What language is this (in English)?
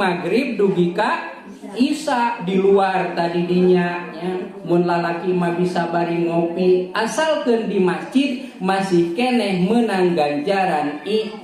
Sundanese